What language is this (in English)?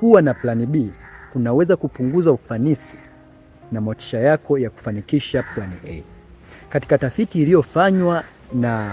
Swahili